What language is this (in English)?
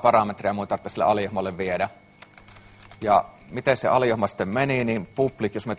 Finnish